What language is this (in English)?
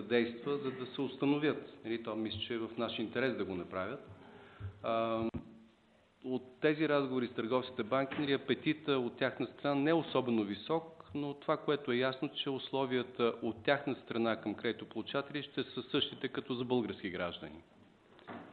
Bulgarian